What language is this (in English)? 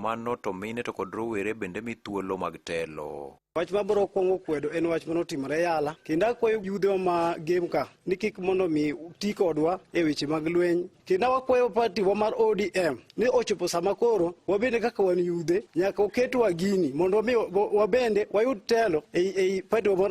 Luo (Kenya and Tanzania)